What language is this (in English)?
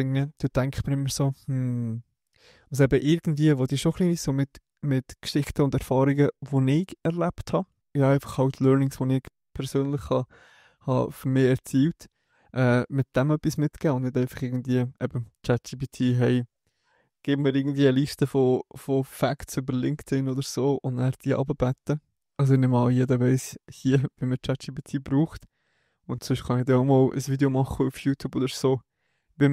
Swiss German